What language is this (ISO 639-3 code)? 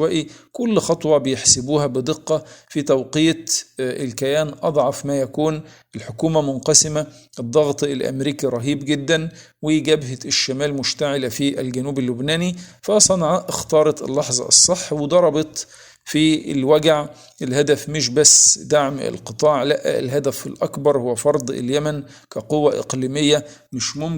arz